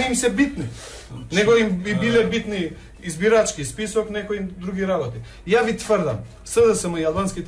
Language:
Macedonian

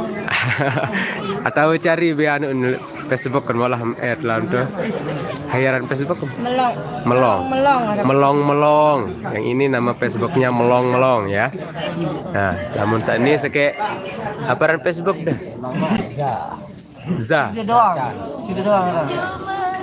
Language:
Sasak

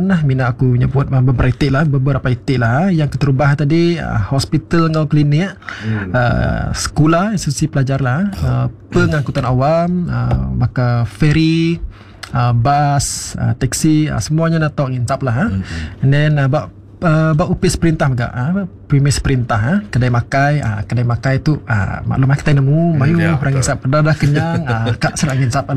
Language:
Iban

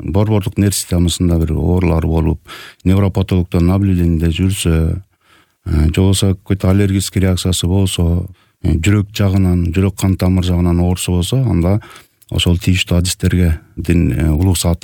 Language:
Kyrgyz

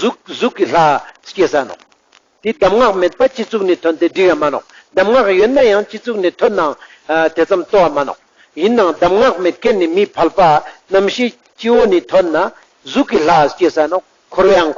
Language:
Ladakhi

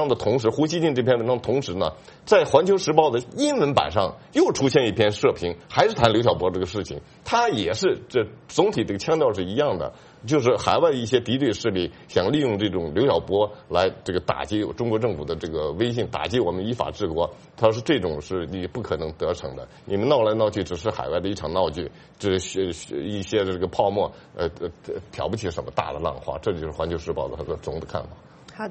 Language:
Chinese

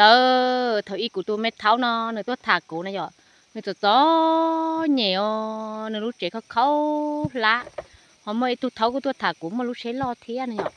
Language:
Hmong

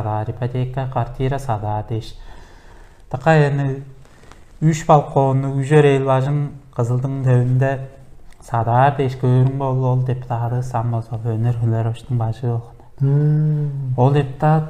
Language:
Tuvinian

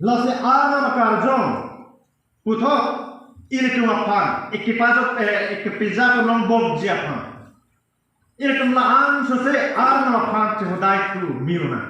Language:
Karbi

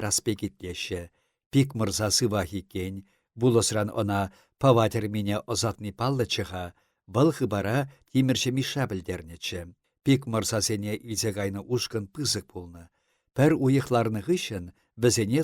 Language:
Chuvash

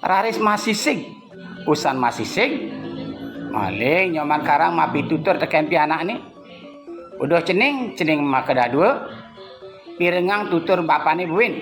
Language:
Balinese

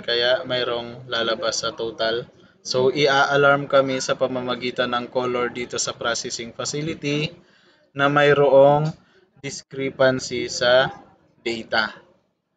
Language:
Filipino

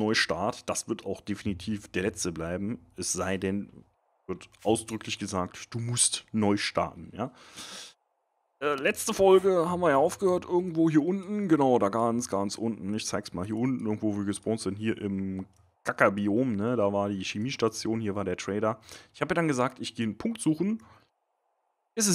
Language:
German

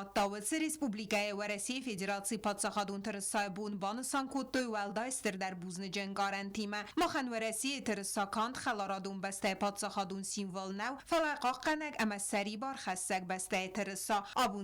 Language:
Ossetic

